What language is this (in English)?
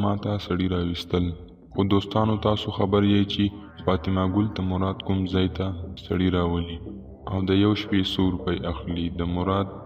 Pashto